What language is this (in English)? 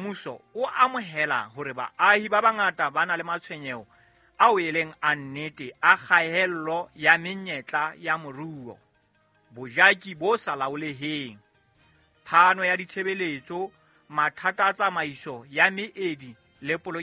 Southern Sotho